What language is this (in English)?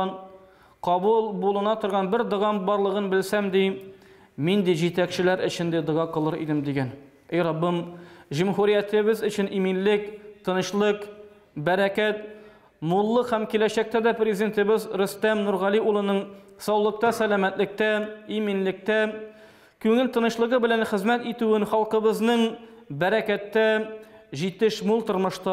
Tatar